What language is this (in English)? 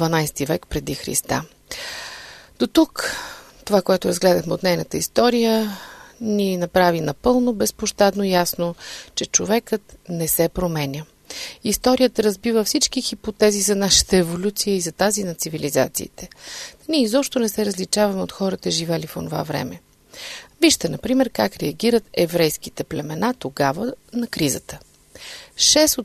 Bulgarian